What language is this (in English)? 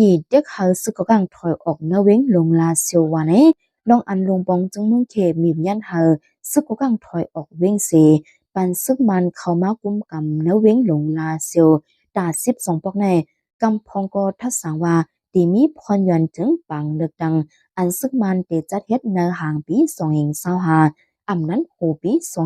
Shan